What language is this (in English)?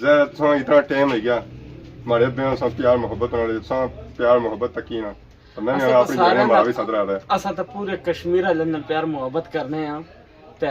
Pahari-Potwari